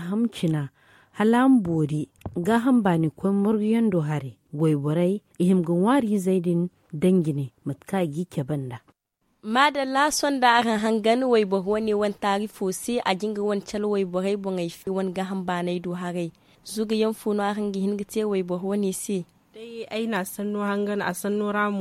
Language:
Zarma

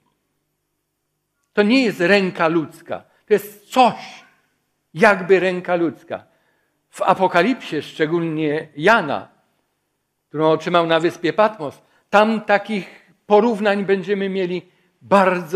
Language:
Polish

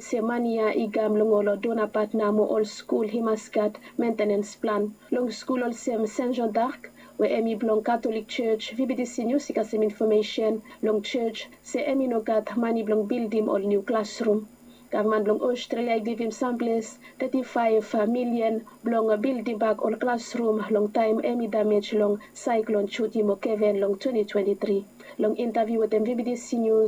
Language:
Bislama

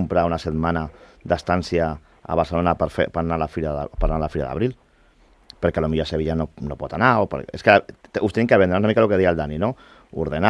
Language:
Catalan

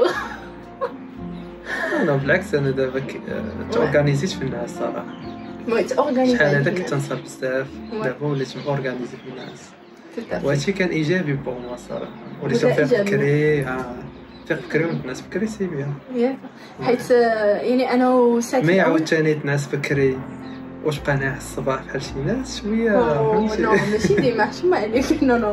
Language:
Moroccan Arabic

